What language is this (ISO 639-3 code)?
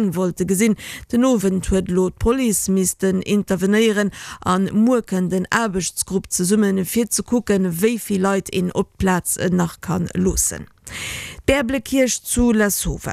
ltz